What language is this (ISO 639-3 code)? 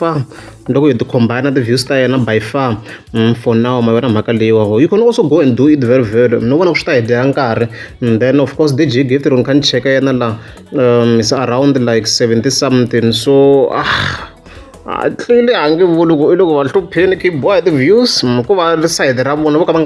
tso